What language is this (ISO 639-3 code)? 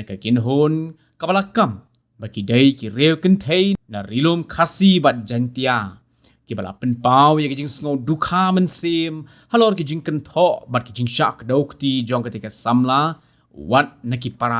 kha